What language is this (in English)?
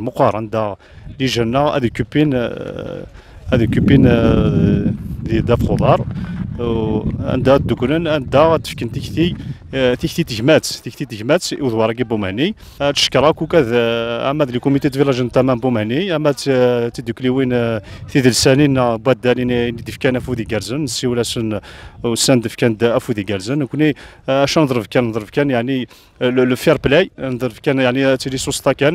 Kabyle